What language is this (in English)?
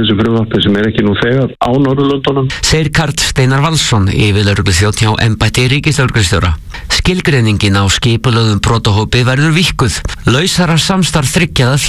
Icelandic